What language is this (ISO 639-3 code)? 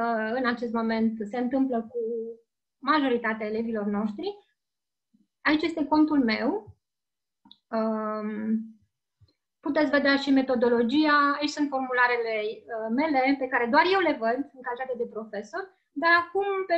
ron